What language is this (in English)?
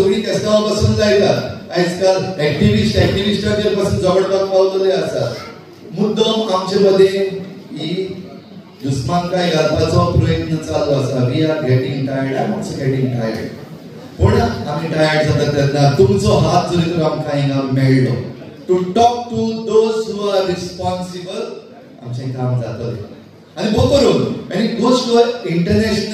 Konkani